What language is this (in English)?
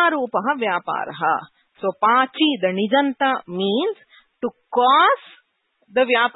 Sanskrit